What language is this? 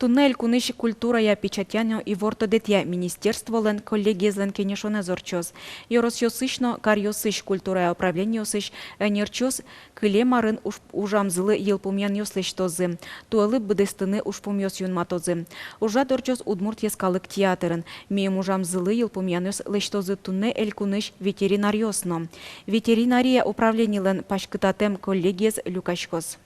Udmurt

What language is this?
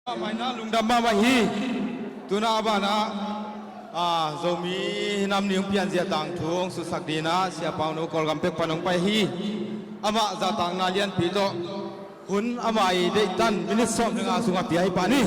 Tedim Chin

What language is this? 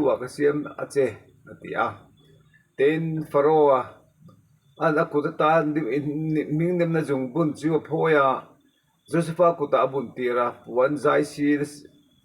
Mizo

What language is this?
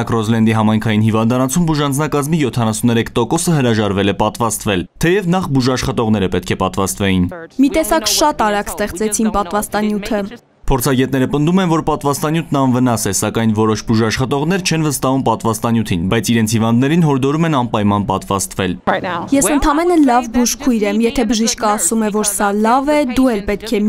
Armenian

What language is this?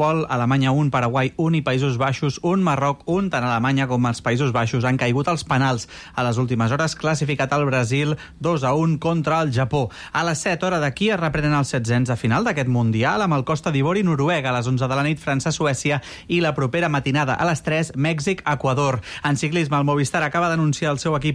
Catalan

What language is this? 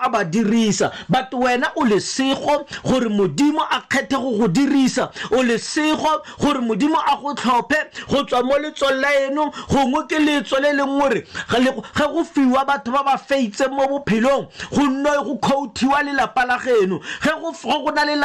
Tswana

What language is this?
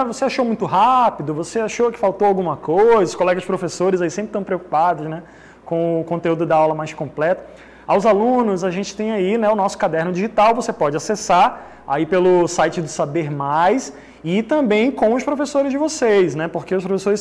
Portuguese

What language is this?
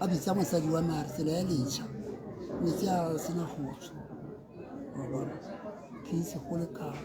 Tswana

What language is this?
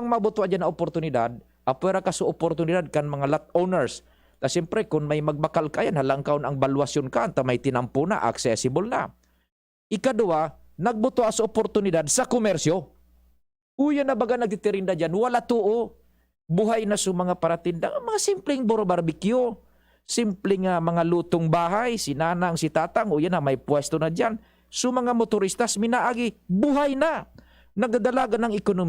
Bikol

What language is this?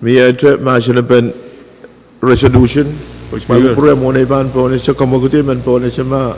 Pohnpeian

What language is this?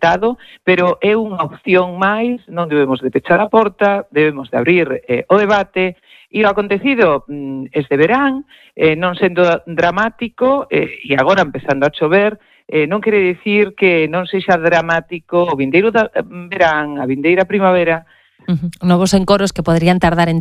Galician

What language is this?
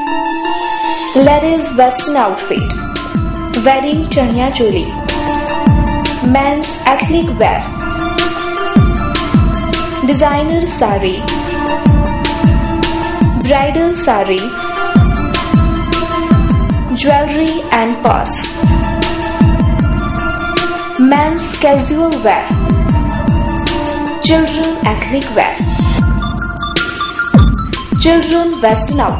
Gujarati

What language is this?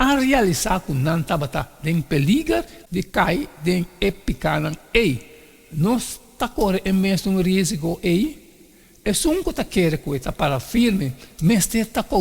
Papiamento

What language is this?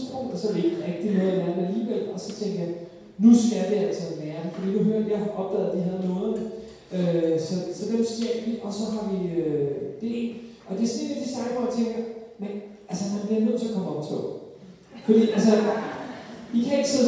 Danish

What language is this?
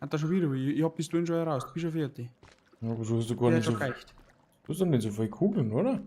Bavarian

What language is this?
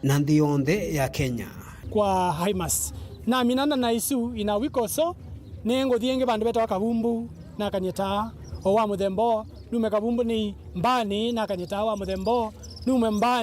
Kamba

